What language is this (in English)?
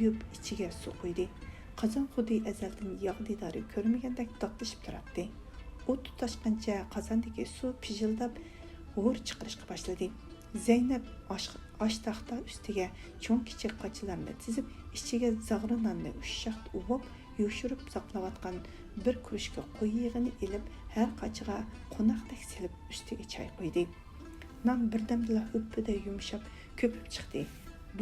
Uyghur